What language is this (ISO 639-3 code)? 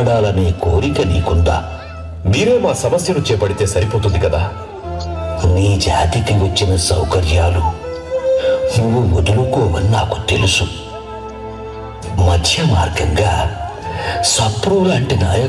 tel